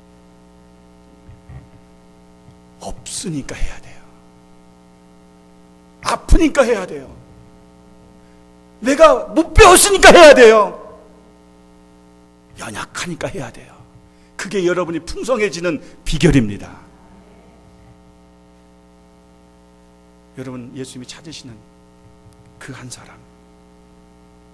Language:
Korean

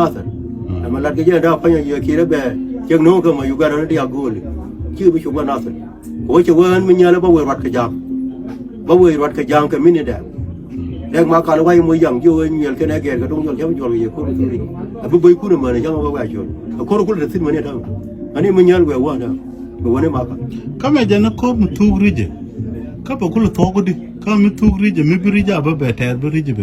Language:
Nuer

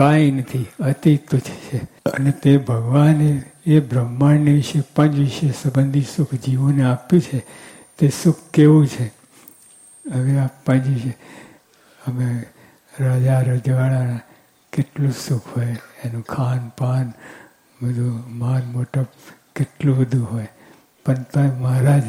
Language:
Gujarati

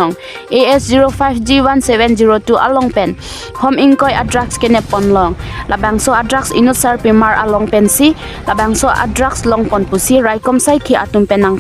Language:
Karbi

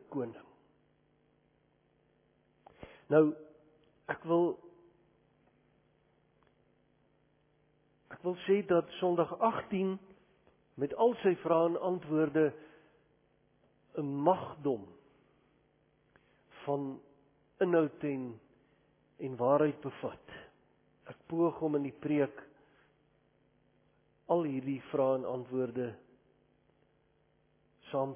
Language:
Afrikaans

